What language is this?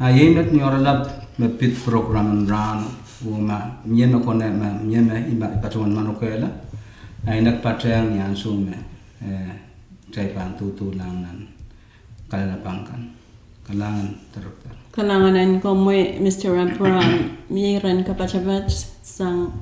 Pohnpeian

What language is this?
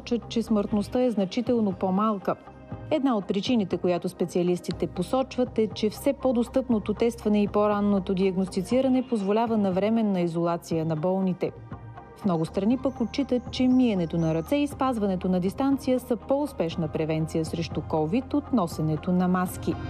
Bulgarian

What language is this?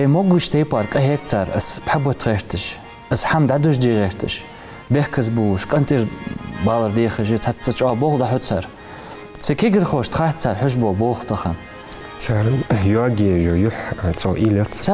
Ingush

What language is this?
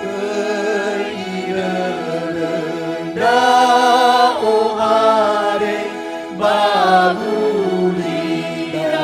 Nias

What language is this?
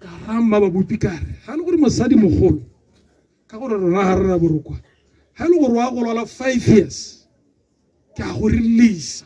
Tswana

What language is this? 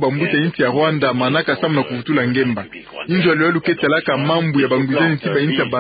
Kituba (Democratic Republic of Congo)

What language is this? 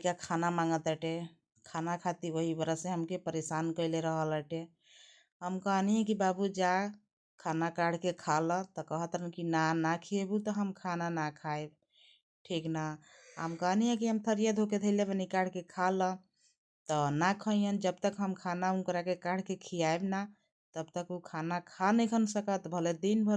Bhojpuri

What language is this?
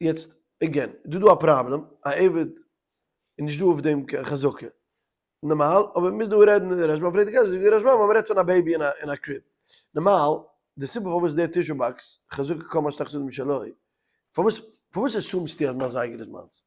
Yiddish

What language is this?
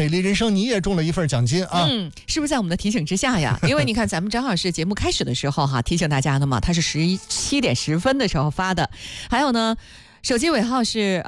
Chinese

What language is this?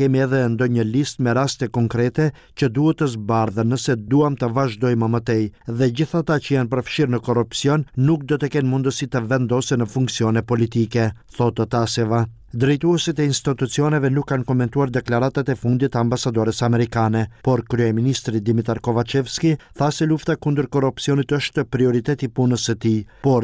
Albanian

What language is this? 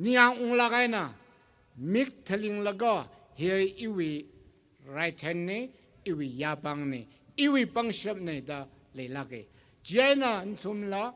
Tangkhul Naga (India)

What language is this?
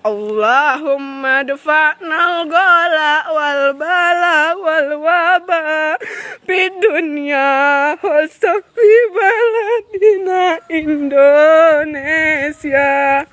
Banjar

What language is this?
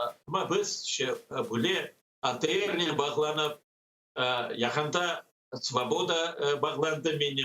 Crimean Tatar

